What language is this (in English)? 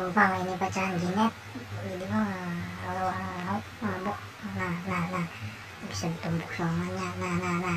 Banjar